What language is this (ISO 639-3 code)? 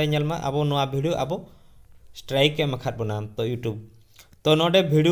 sat